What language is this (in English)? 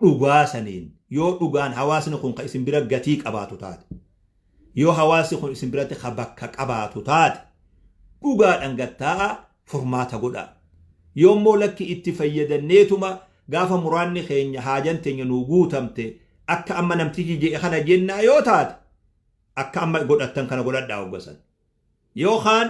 Oromo